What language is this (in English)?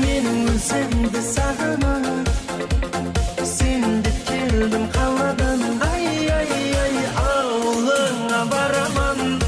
Kara-Kalpak